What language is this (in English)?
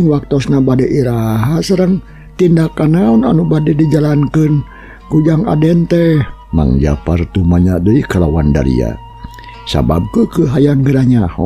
Sundanese